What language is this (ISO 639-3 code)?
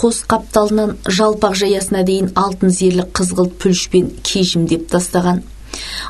kaz